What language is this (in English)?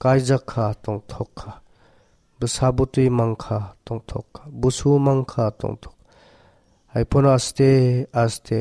Kok Borok